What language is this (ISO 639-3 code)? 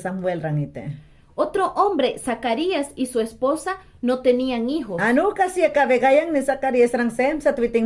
yan